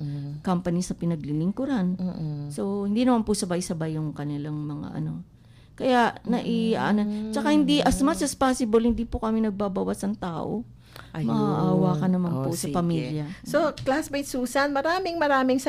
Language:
Filipino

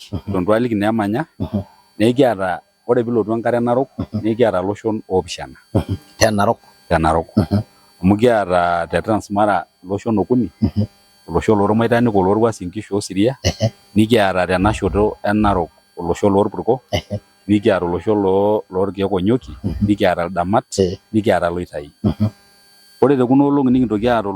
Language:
Masai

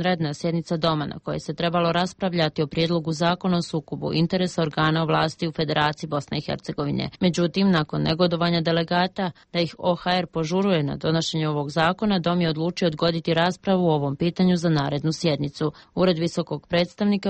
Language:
Bosnian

